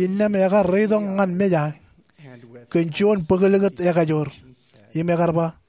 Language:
Marshallese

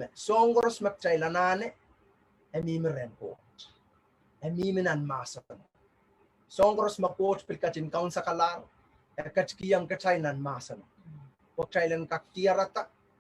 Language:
Pohnpeian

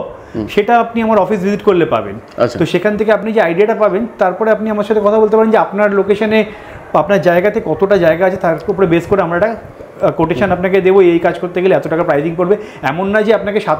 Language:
Bangla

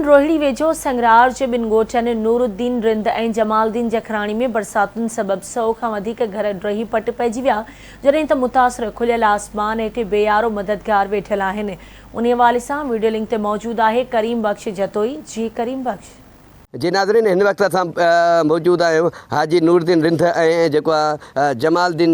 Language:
Sindhi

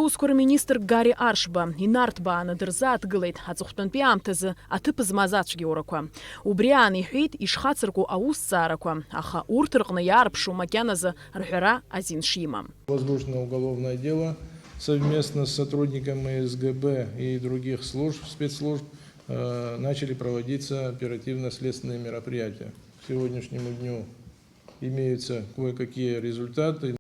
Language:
Abkhazian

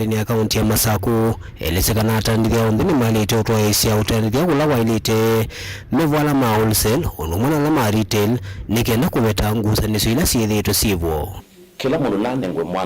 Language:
Kamba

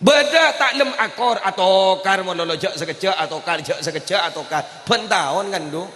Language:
Madurese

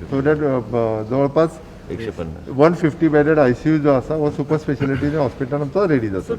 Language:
Konkani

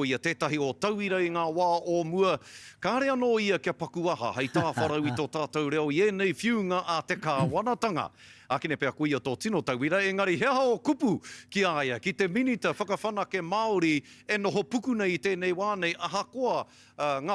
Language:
Māori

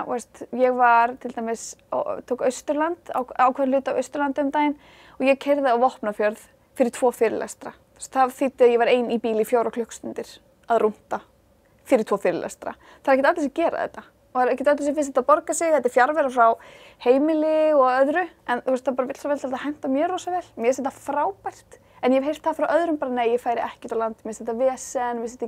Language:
Icelandic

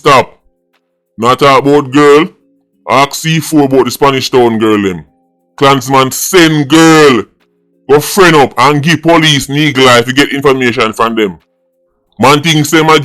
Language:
Jamaican Creole English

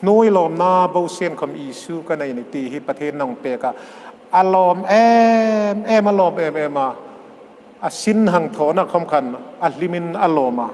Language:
Hmar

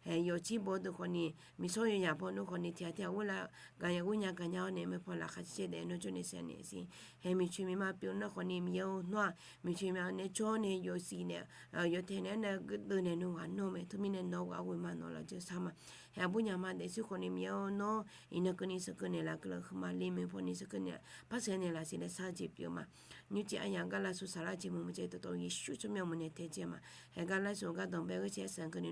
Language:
Akha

